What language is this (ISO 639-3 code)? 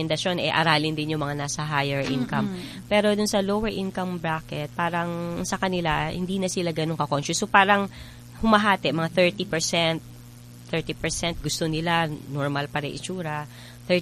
fil